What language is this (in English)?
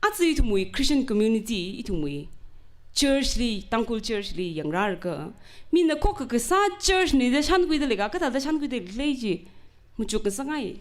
Tangkhul Naga (India)